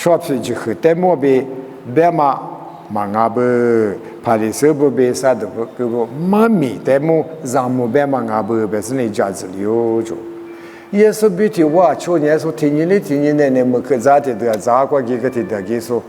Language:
Lisu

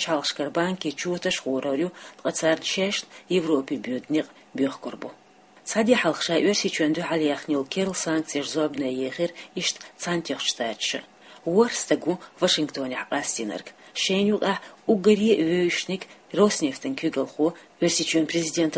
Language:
Chechen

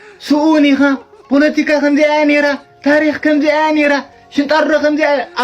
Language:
Tigrinya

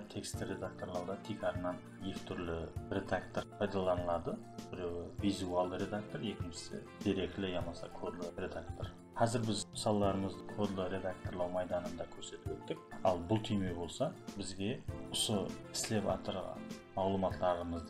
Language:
Kara-Kalpak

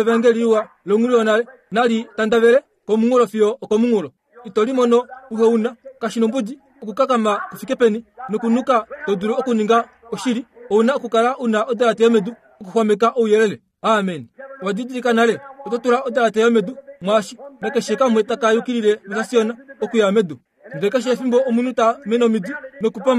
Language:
Kuanyama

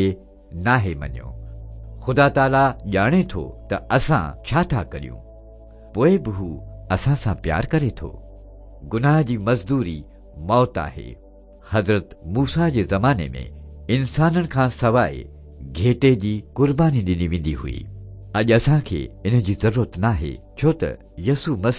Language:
Sindhi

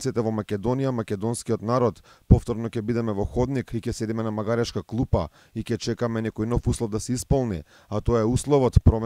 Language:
Macedonian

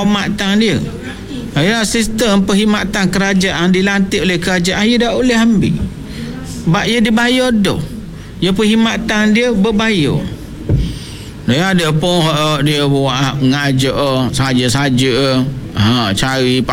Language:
Malay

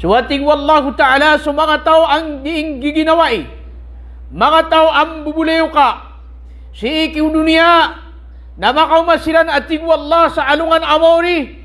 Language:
Maranao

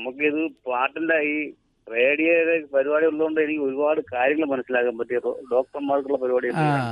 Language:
Malayalam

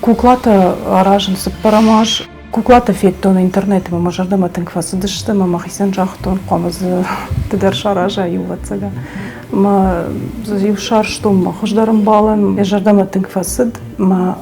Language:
Ossetic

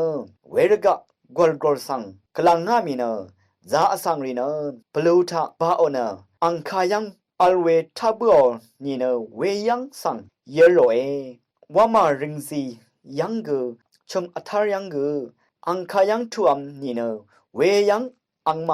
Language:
Rawang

